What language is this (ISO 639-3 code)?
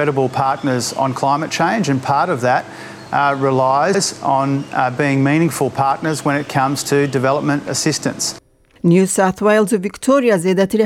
kur